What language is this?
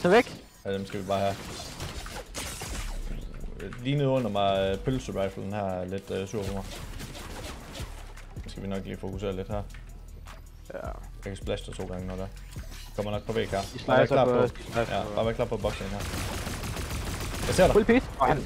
Danish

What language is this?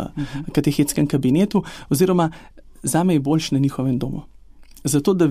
Slovenian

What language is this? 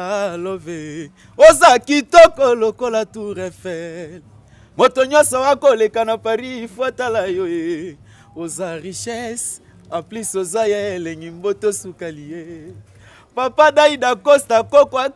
Lingala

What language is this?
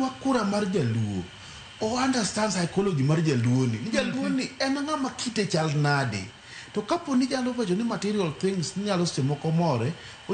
Luo (Kenya and Tanzania)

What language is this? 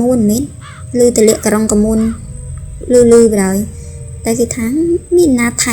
Khmer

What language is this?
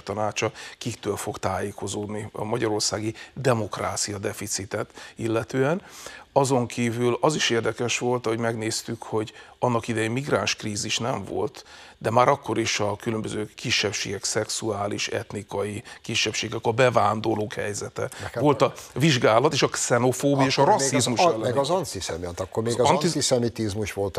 Hungarian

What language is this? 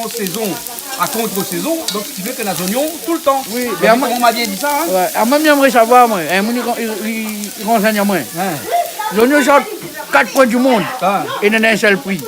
Réunion Creole French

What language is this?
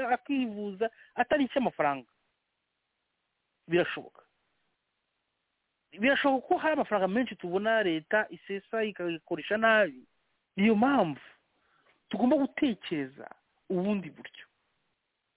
Kinyarwanda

